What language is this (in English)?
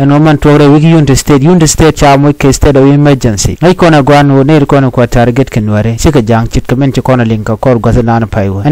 Nuer